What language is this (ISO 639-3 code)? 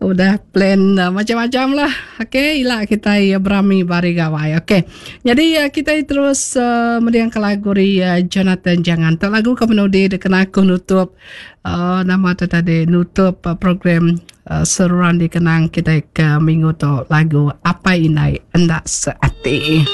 iba